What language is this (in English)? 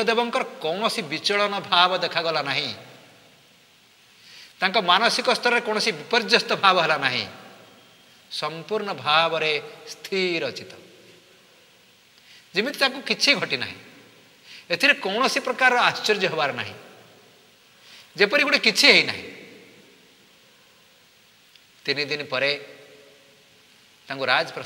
Odia